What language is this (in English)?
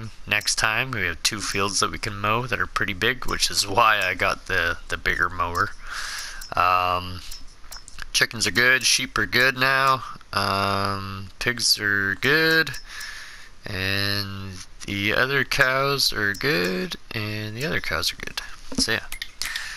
English